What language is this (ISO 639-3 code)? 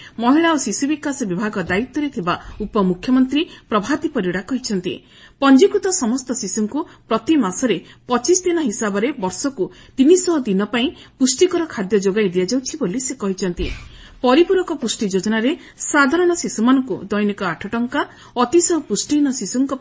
ori